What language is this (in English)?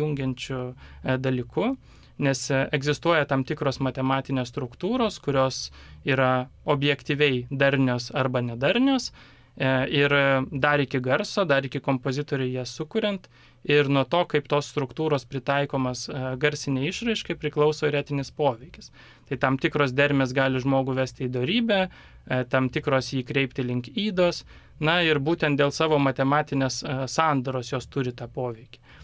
Lithuanian